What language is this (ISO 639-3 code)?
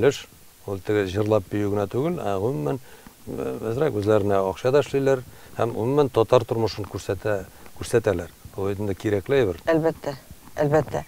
tat